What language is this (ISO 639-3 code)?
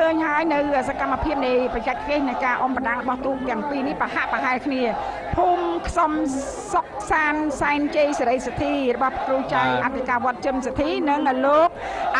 khm